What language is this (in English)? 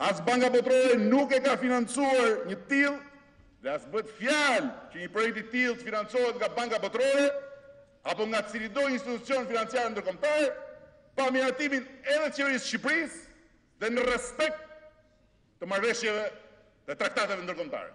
Albanian